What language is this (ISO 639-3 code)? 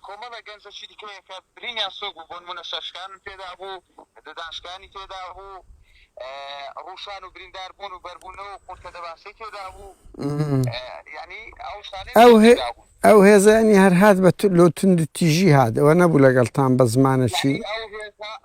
ckb